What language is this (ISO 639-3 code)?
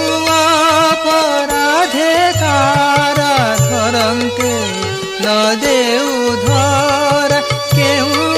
ori